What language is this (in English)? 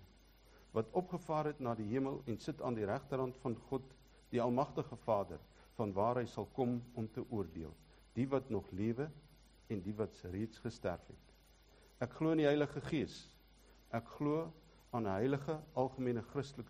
Afrikaans